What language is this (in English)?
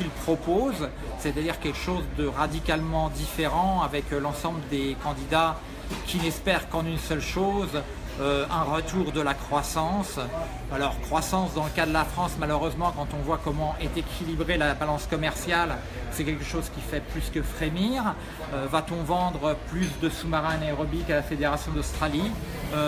French